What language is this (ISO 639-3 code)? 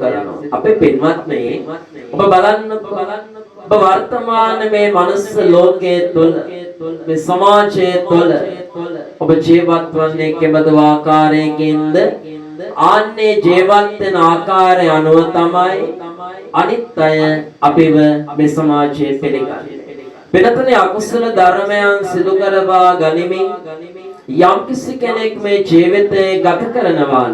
sin